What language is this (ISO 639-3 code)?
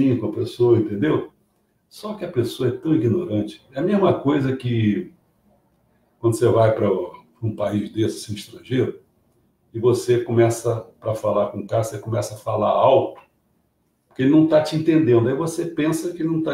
por